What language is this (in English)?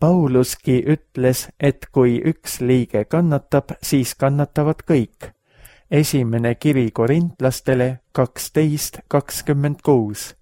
Estonian